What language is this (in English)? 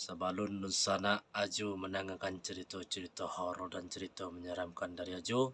Minangkabau